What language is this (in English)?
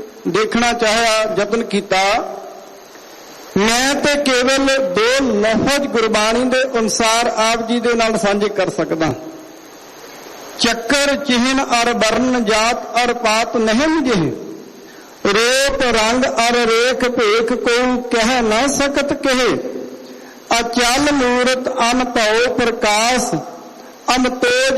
Punjabi